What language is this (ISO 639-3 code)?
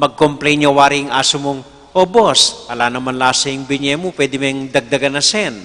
pam